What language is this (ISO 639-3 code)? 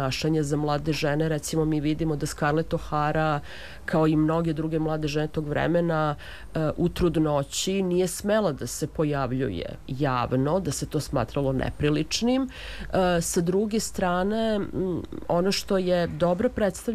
srp